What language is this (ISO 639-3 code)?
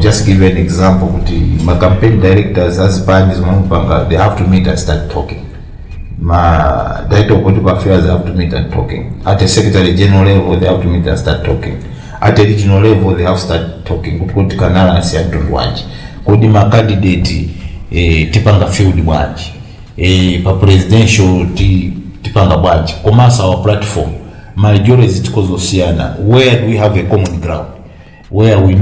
nya